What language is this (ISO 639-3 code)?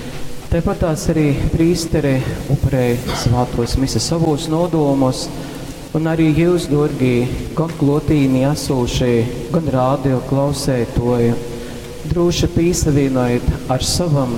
ltg